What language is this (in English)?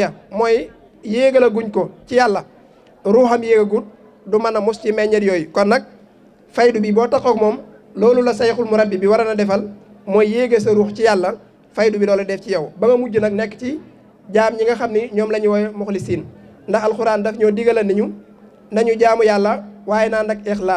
Wolof